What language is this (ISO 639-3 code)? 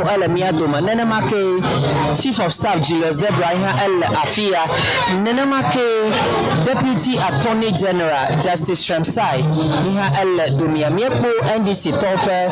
ewe